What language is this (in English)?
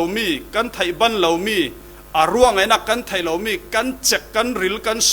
Falam Chin